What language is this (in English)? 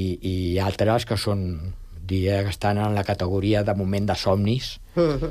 Catalan